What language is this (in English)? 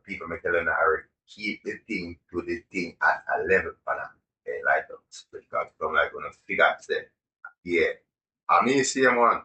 Jamaican Creole English